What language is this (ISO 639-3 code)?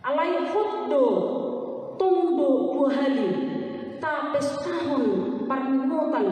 bbc